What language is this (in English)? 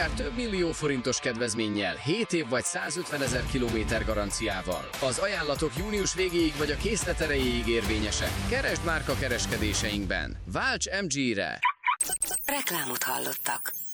Hungarian